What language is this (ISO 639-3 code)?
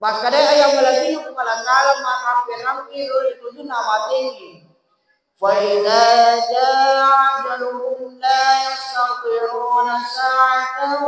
bug